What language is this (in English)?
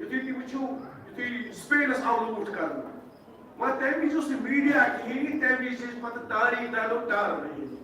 Kashmiri